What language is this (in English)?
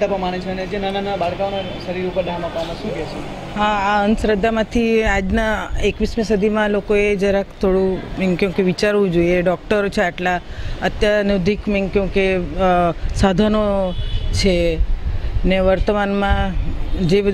Gujarati